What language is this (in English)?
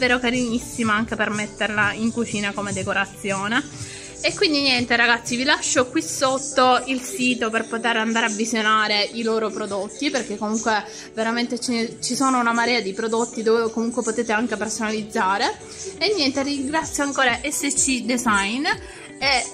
Italian